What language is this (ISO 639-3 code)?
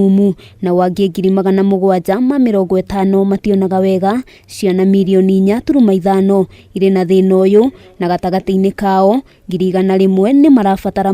kik